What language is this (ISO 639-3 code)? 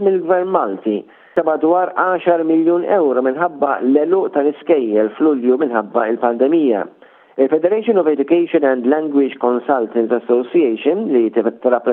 mlt